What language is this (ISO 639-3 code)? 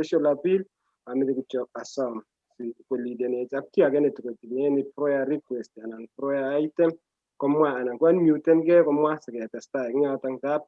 kln